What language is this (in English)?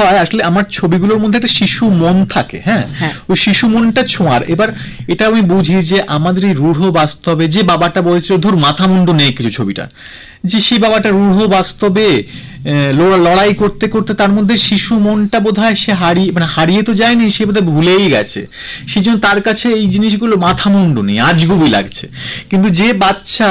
Bangla